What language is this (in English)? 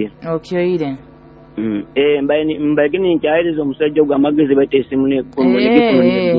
Nyoro